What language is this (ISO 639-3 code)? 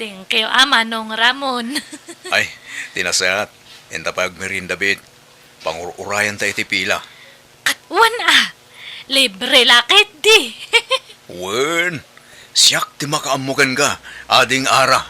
ilo